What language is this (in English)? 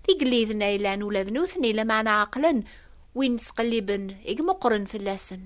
Kabyle